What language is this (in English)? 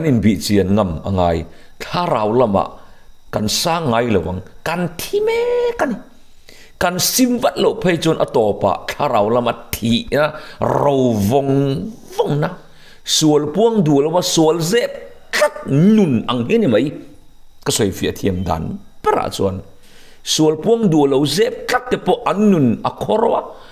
Mizo